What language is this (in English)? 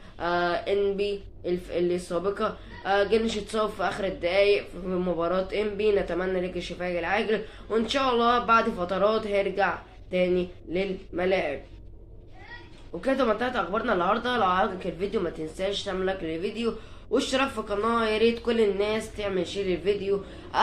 Egyptian Arabic